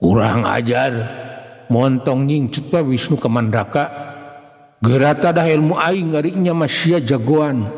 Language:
Sundanese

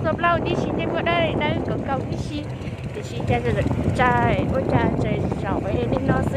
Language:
Hmong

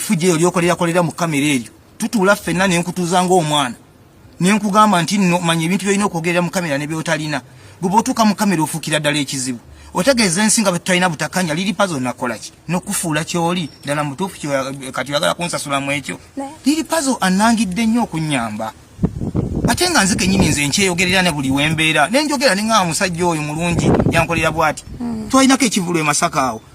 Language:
Ganda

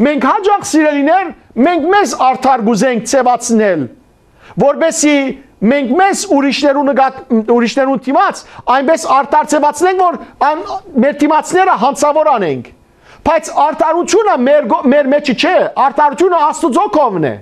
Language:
Western Armenian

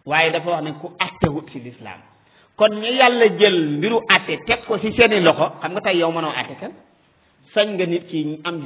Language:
Wolof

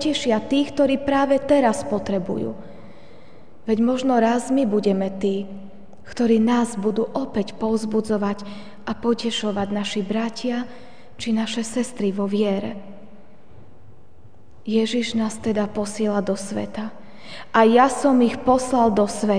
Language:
Slovak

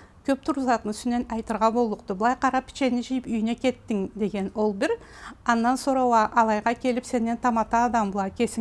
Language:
Karachay-Balkar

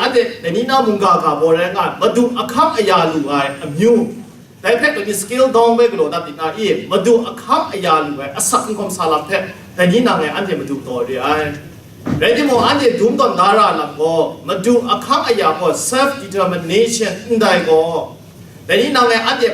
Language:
Kachin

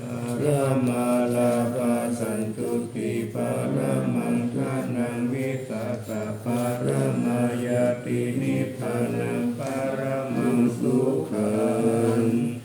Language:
Pali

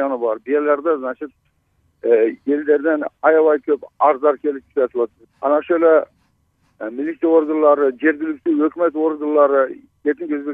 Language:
Kyrgyz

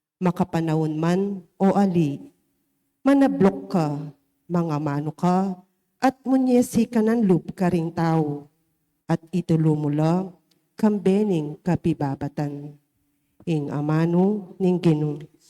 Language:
Pampanga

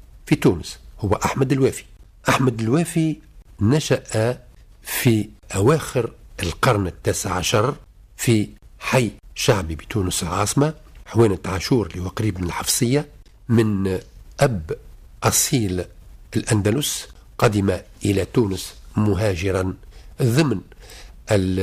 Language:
Tunisian Arabic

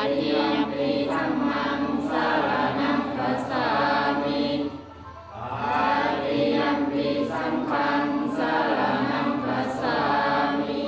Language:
Pali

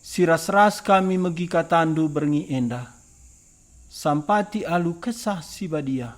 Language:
Batak Karo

